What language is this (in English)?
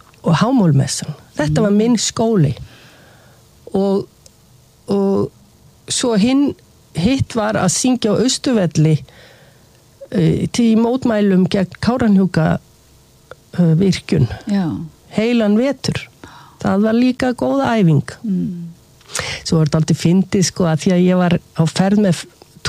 Icelandic